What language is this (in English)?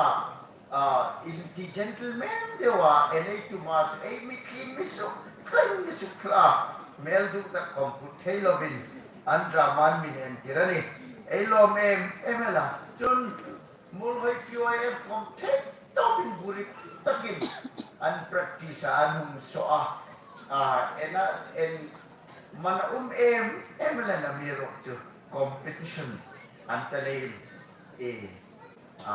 Hmar